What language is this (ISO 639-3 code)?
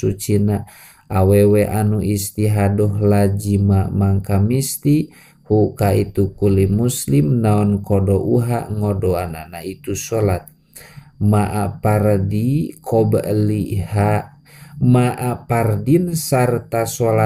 sun